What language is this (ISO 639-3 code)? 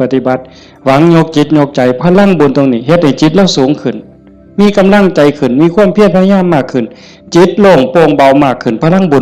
tts